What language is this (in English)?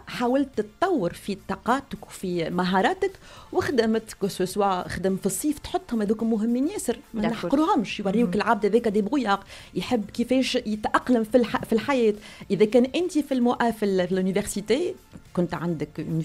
Tunisian Arabic